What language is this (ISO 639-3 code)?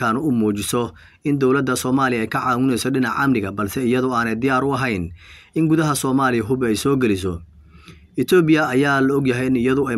som